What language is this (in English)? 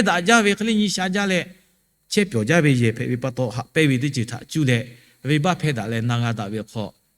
Lahu